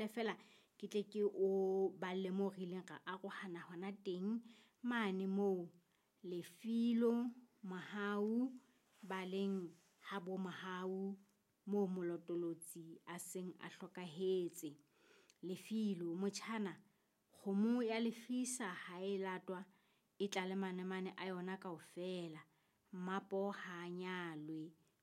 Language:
Southern Sotho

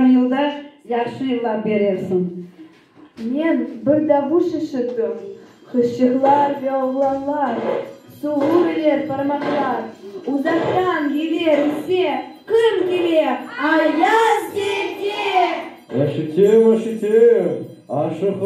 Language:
Crimean Tatar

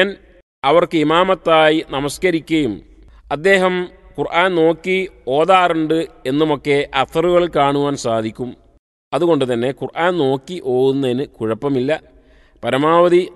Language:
Malayalam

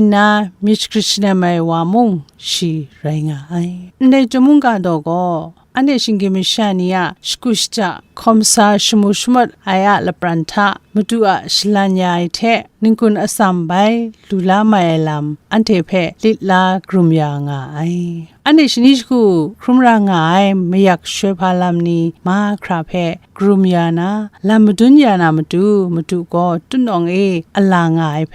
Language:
Kachin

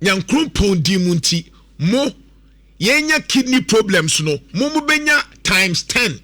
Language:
Akan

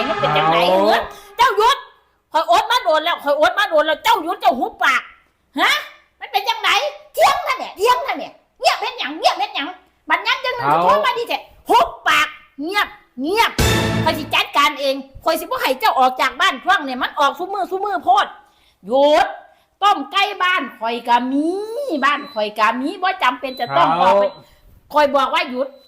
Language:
Northeastern Thai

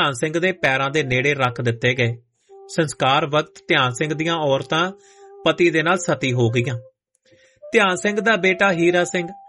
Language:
Punjabi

